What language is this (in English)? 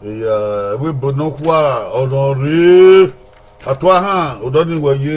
Bini